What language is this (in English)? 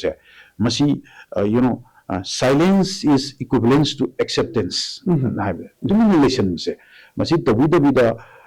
Manipuri